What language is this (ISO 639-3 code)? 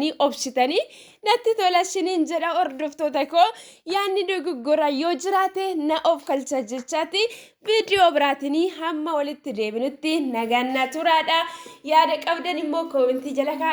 orm